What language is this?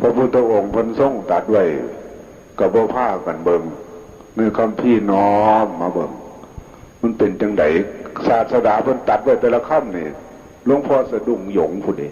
Northeastern Thai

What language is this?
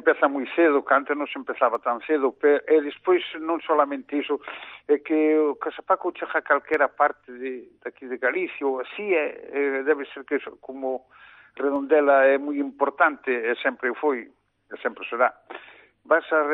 Galician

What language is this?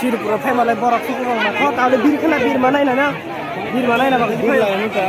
Kok Borok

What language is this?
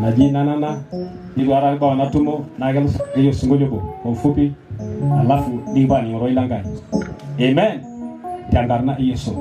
Masai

